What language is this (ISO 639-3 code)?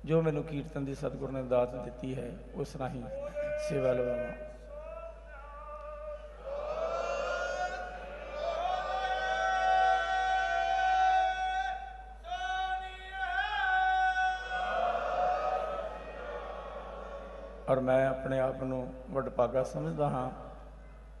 pan